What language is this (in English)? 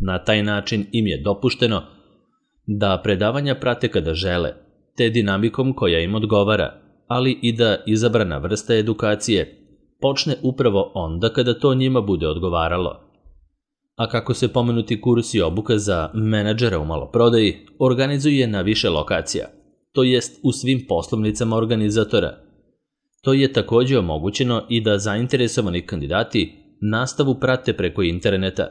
Serbian